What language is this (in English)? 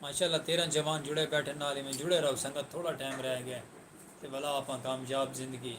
Saraiki